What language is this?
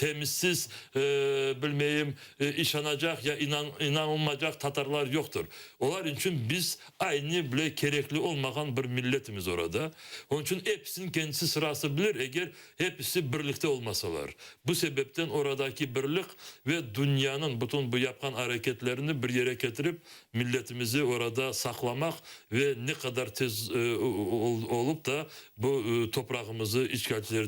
Crimean Tatar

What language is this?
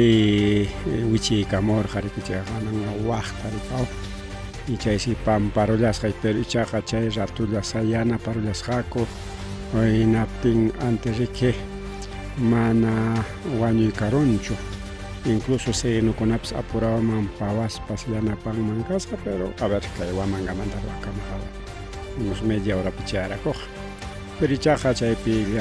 Ayacucho Quechua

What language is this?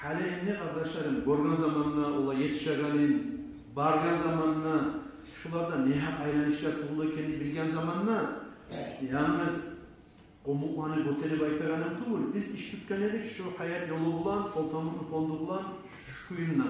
Kumyk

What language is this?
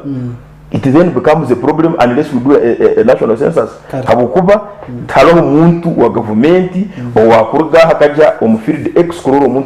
Nyankole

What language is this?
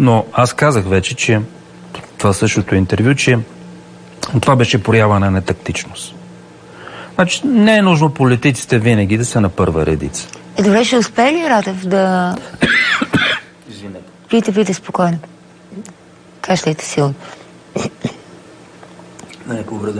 Bulgarian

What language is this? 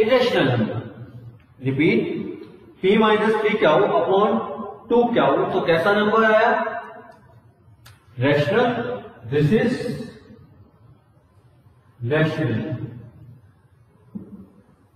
Hindi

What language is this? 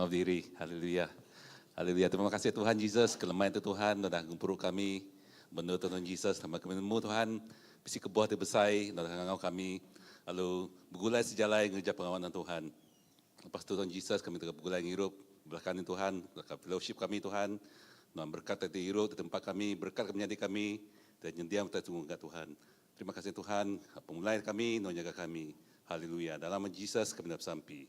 Iban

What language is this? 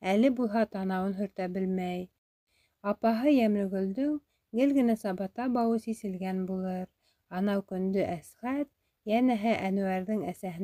Bashkir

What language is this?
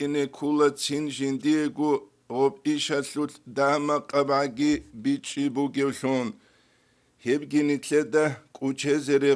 Avaric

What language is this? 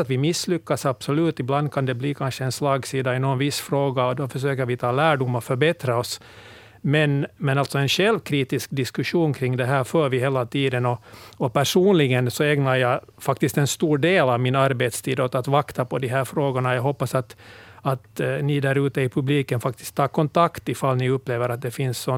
Swedish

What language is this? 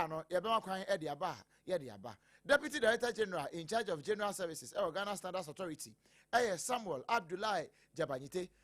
Akan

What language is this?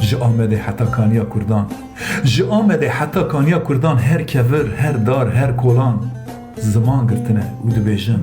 Kurdish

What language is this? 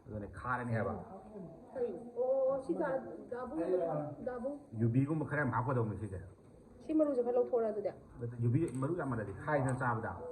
Manipuri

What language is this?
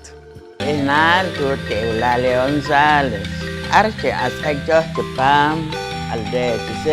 Poqomchi'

